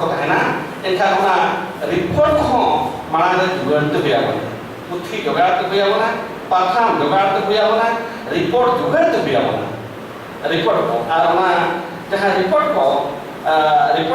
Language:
Santali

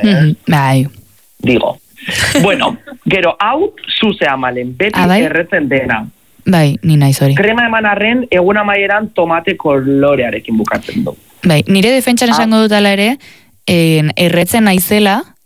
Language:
Basque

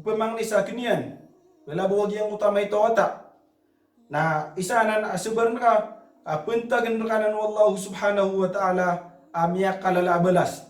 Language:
Maranao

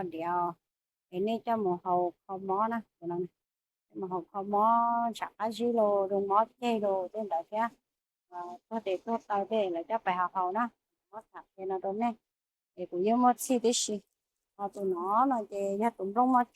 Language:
Hmong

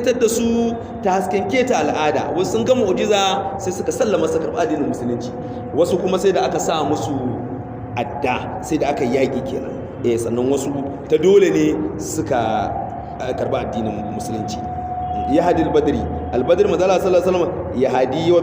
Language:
Hausa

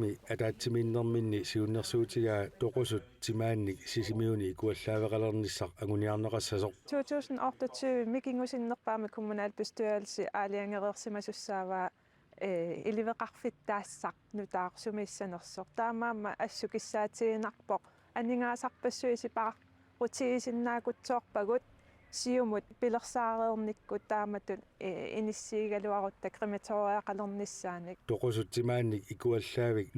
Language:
Kalaallisut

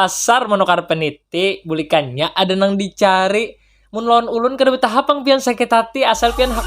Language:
Banjar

